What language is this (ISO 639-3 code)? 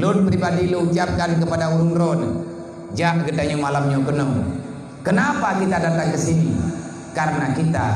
ace